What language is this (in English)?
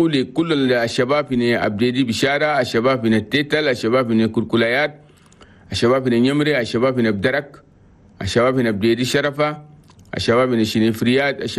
Chadian Arabic